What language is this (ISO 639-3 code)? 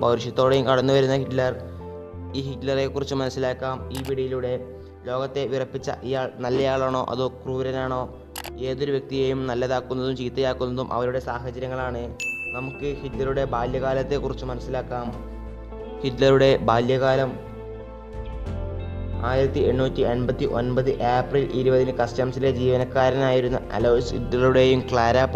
mal